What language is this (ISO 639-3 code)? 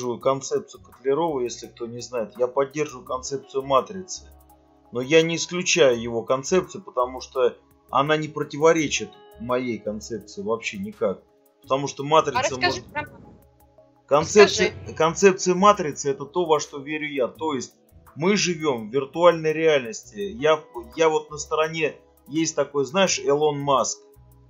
rus